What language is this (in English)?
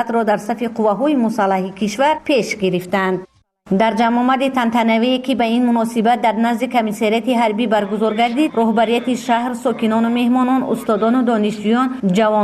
Tajik